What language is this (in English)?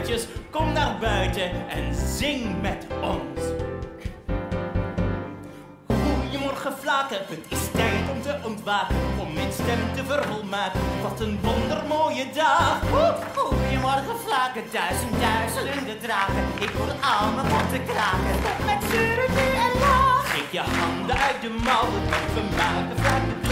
Dutch